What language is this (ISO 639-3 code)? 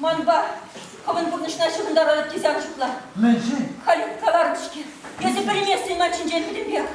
chv